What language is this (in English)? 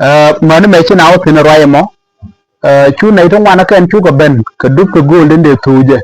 Nuer